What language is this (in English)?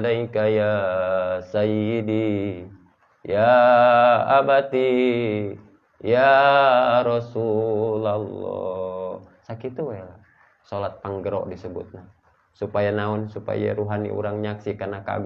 Sundanese